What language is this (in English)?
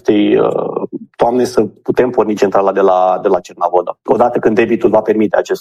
Romanian